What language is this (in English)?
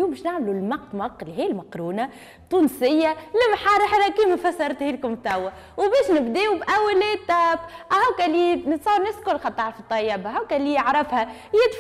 Tunisian Arabic